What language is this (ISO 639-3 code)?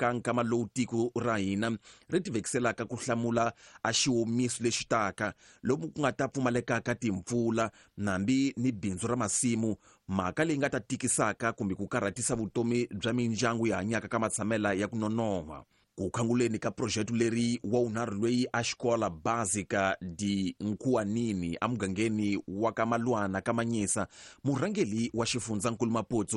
tso